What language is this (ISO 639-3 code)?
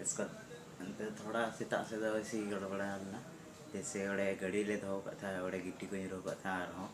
sat